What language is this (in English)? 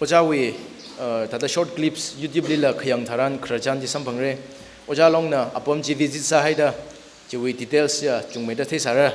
Tangkhul Naga (India)